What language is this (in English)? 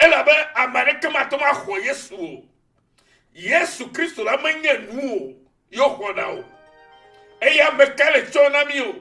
Ewe